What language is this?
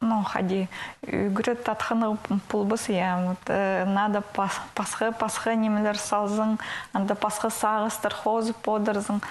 Khakas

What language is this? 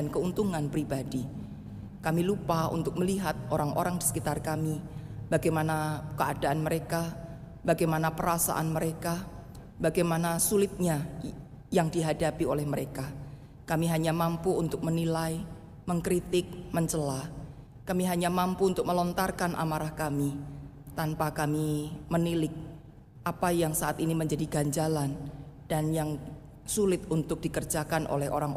Indonesian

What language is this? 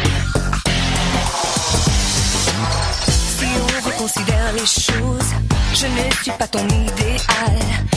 French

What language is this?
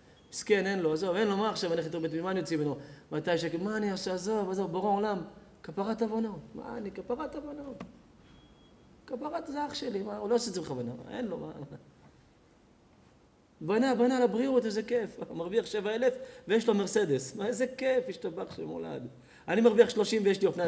Hebrew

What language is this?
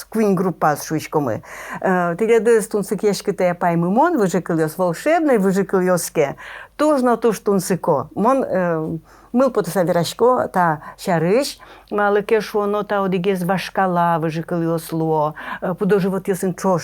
Udmurt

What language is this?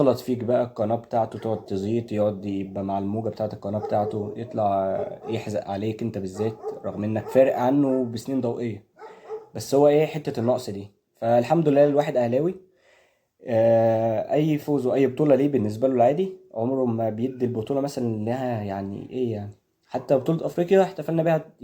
Egyptian Arabic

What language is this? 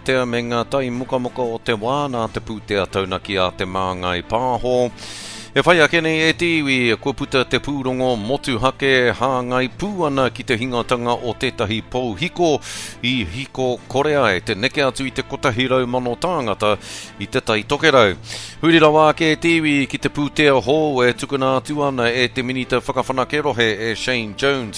Māori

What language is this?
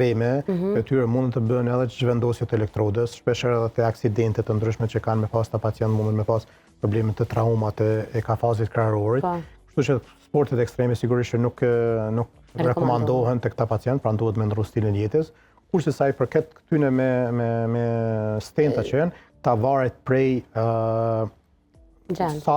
Albanian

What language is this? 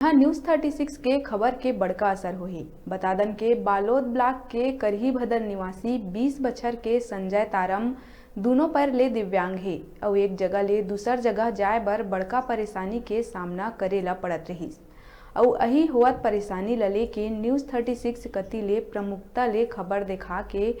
Chhattisgarhi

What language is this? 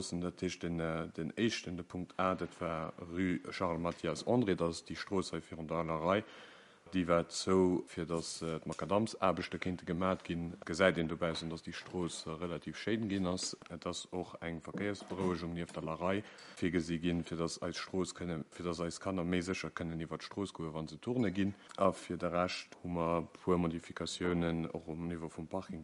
Luxembourgish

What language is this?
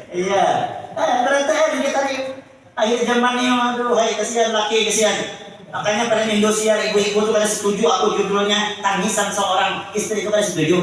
Banjar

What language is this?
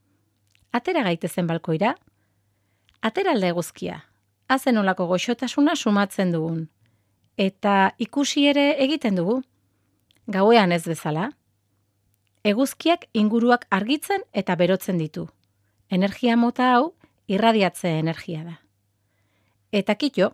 Basque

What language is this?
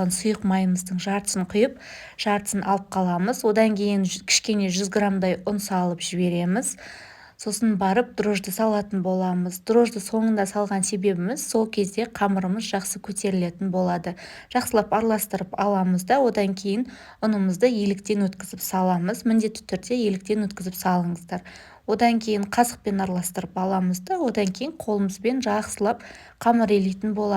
Kazakh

